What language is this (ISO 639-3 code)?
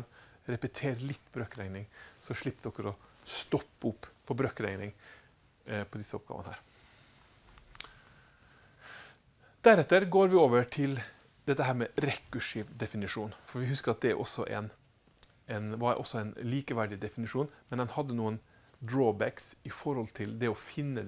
nor